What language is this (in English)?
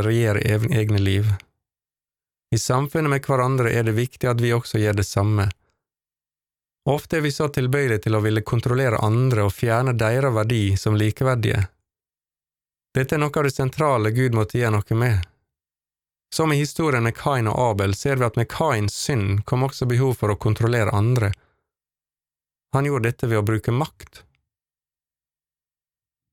Norwegian